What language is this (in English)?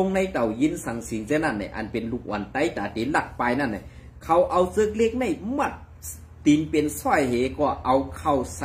Shan